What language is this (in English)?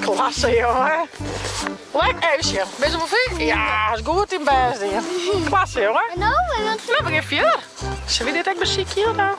Western Frisian